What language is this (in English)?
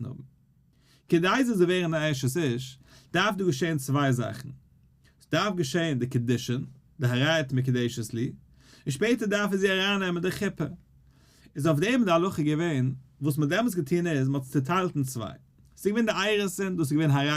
Yiddish